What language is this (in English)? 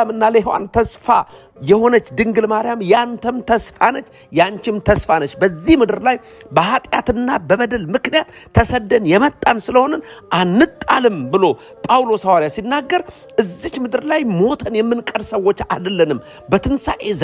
Amharic